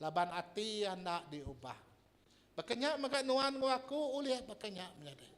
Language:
Iban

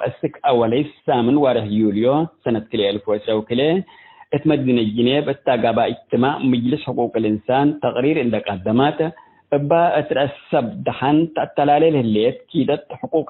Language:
Tigre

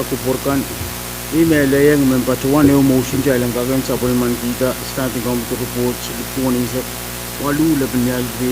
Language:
Pohnpeian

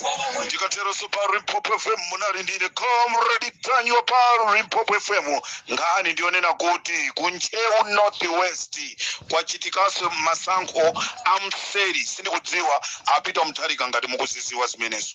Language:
Nyanja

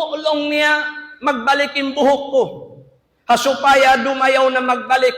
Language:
Tausug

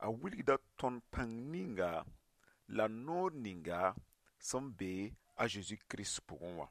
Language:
Mossi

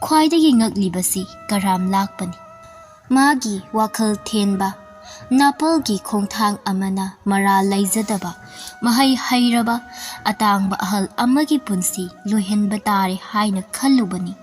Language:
Manipuri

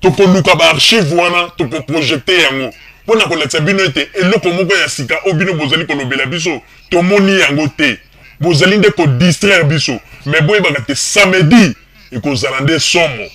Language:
Lingala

